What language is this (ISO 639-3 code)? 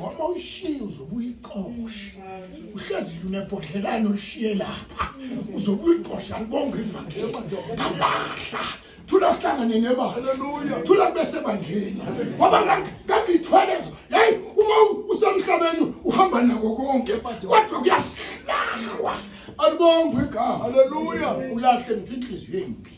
zul